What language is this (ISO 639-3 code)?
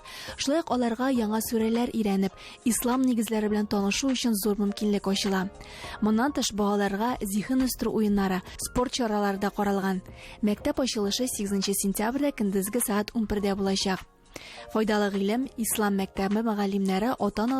tat